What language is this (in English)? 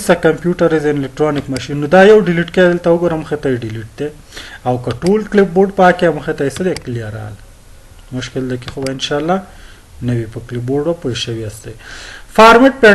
Pashto